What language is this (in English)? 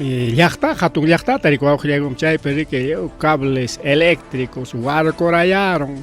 Ayacucho Quechua